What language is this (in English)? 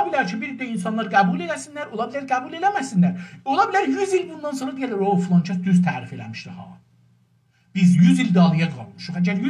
South Azerbaijani